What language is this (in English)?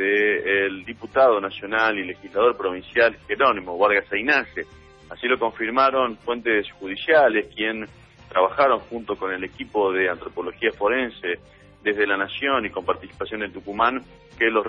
Spanish